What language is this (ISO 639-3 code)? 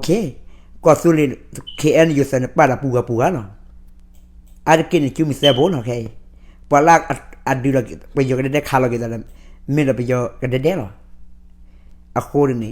ksw